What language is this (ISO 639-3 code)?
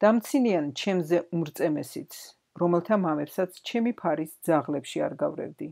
kat